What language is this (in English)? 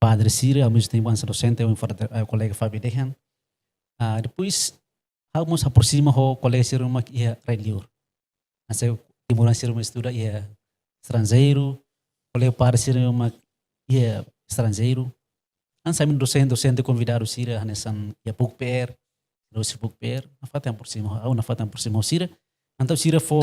Tetum